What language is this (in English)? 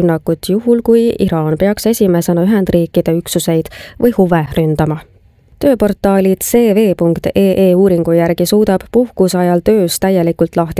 Estonian